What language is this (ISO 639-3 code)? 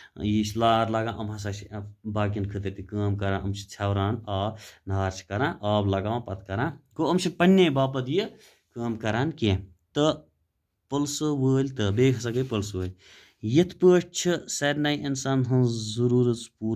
kas